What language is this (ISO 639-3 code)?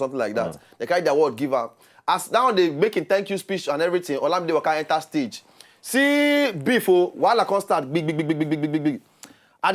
pcm